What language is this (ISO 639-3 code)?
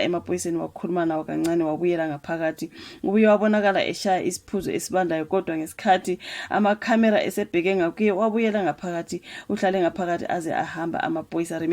zul